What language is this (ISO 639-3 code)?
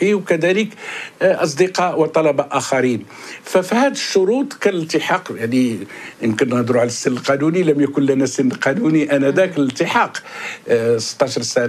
ara